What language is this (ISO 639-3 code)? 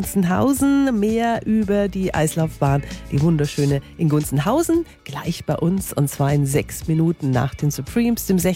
deu